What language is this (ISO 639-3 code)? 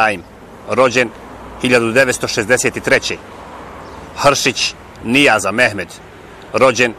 bos